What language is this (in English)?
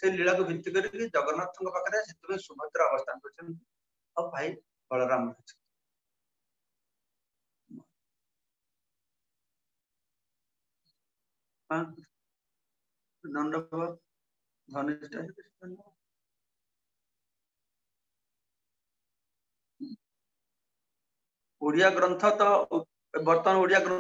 Odia